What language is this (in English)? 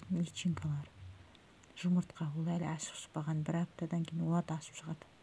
Kazakh